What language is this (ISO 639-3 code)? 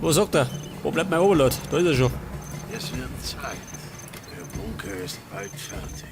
bar